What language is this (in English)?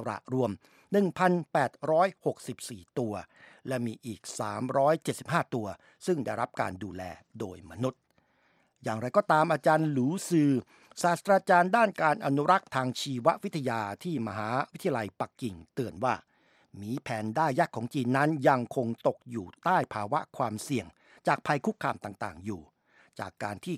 Thai